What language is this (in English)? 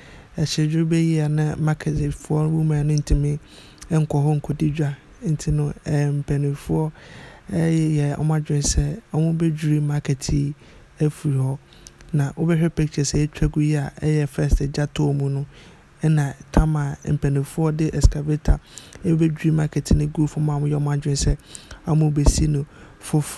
Akan